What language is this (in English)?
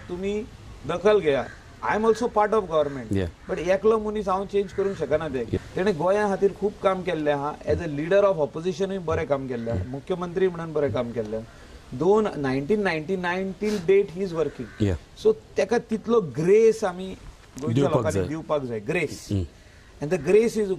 Konkani